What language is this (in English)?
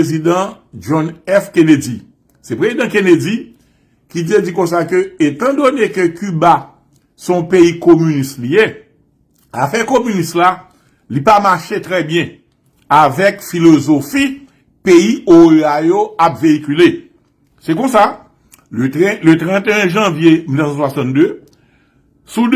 Haitian Creole